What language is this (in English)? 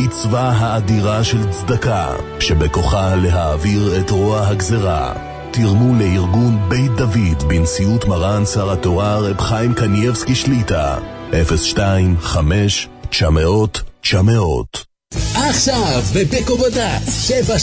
Hebrew